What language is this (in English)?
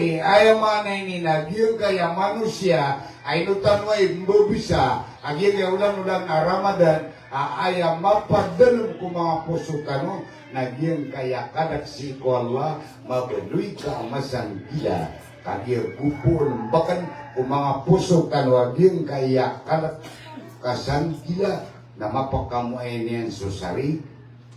Maranao